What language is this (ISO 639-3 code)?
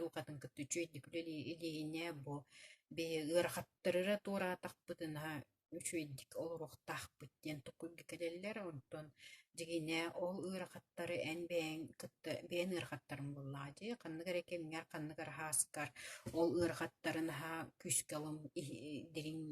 sah